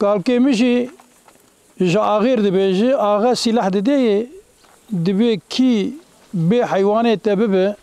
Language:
Kurdish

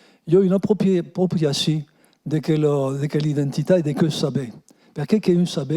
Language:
Occitan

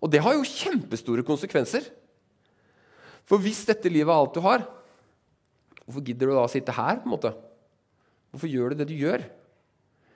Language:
Norwegian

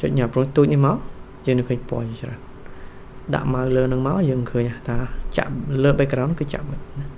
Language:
Khmer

